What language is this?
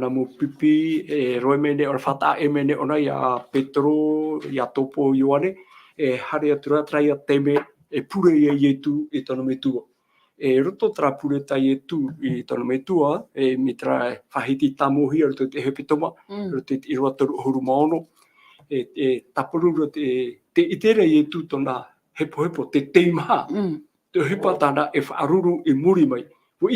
Tahitian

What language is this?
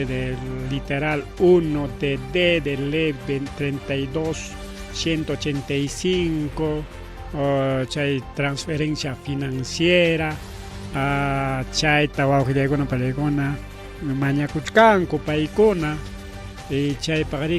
Ayacucho Quechua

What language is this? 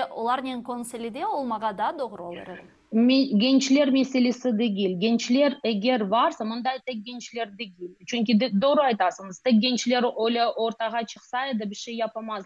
Crimean Tatar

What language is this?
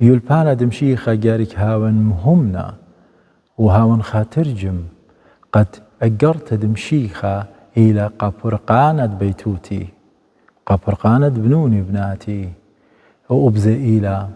Assyrian Neo-Aramaic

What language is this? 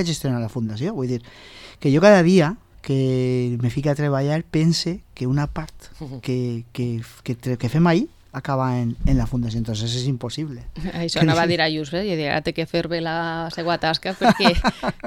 Catalan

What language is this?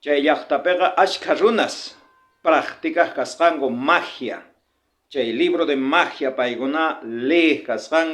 South Bolivian Quechua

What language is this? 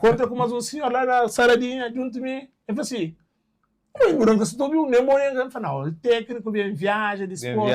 Kabuverdianu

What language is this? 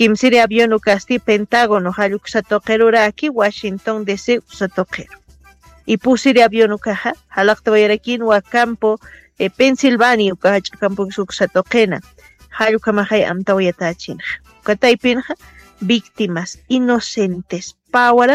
Aymara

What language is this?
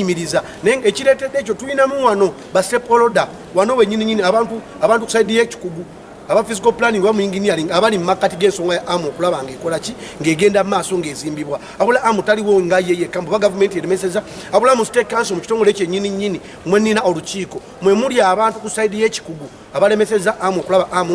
Ganda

